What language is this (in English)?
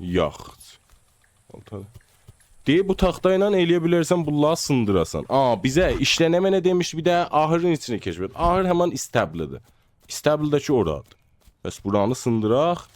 South Azerbaijani